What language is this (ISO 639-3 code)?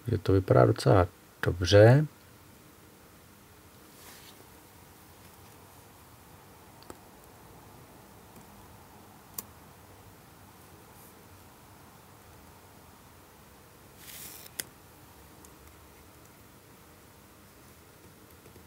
ces